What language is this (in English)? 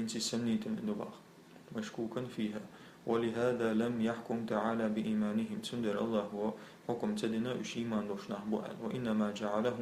Chechen